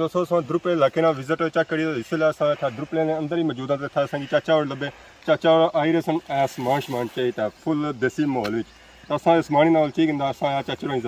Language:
Pahari-Potwari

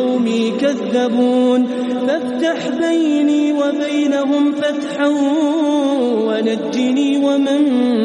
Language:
Arabic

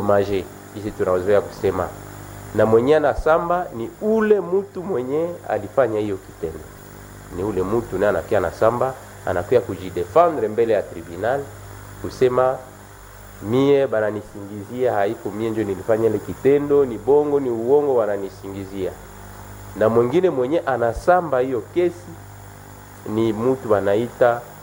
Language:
Swahili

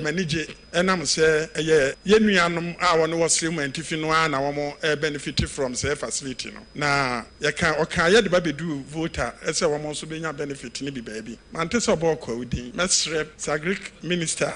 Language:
Akan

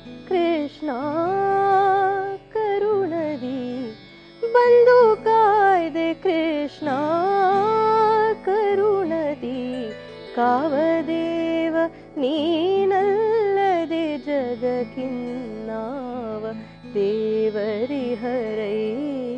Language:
Kannada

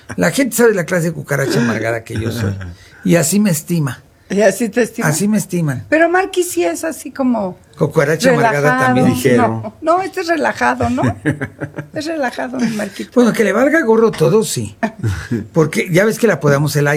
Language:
Spanish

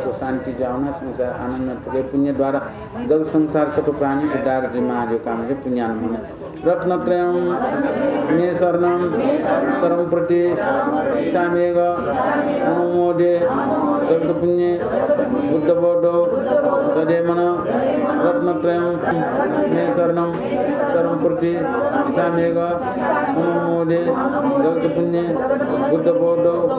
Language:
Newari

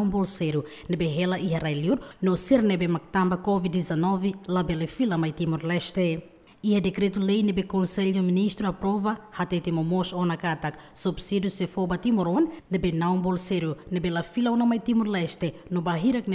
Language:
Tetum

